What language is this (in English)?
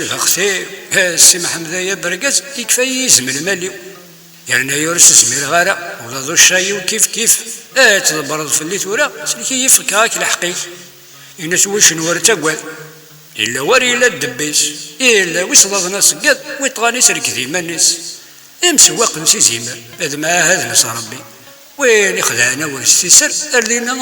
Kabyle